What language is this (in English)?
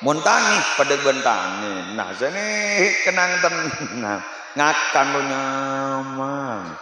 Madurese